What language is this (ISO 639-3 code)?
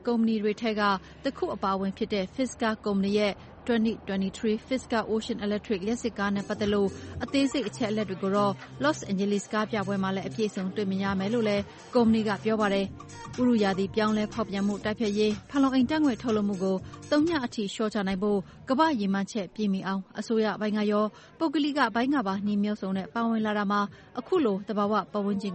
mya